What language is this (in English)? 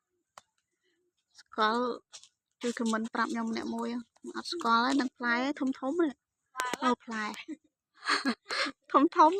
Khmer